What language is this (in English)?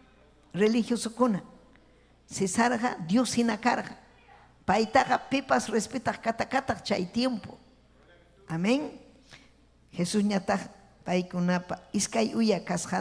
Ayacucho Quechua